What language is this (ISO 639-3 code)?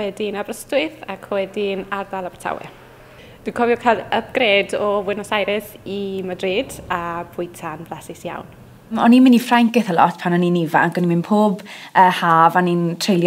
cym